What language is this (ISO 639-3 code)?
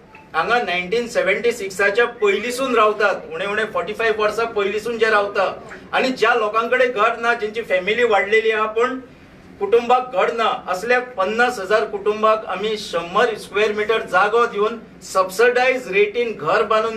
kok